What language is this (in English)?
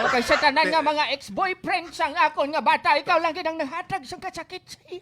Hiligaynon